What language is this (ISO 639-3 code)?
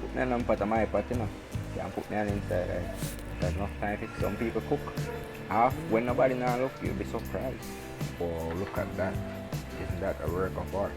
jam